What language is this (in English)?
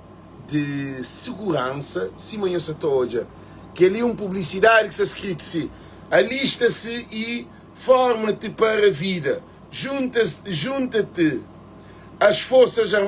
Kabuverdianu